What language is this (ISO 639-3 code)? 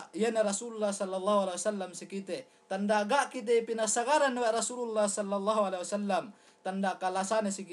yka